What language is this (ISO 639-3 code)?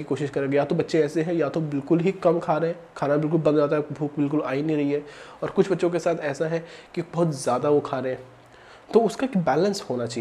hin